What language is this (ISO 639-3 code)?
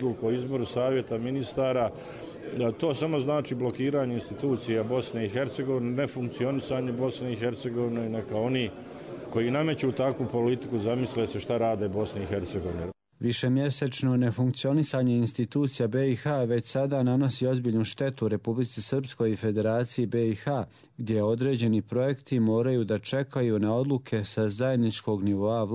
hrv